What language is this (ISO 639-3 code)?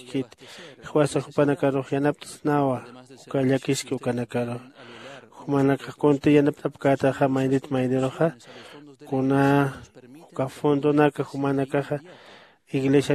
aym